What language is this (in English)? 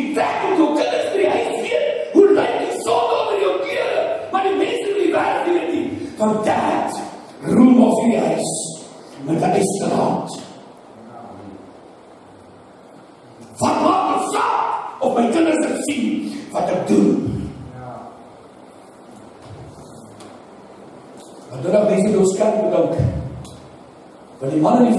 Afrikaans